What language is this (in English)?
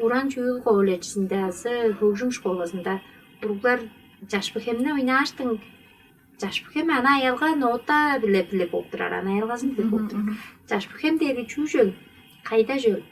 Tuvinian